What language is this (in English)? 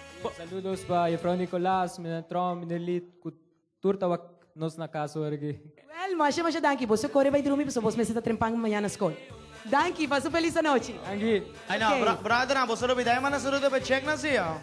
Papiamento